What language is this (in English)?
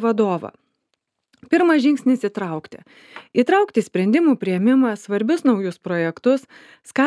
Lithuanian